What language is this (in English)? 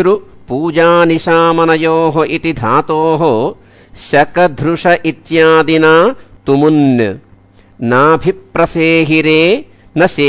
Sanskrit